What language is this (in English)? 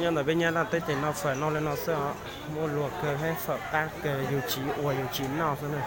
Hmong